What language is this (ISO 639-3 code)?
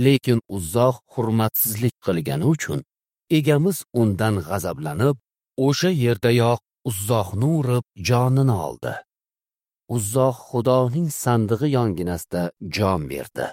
uzb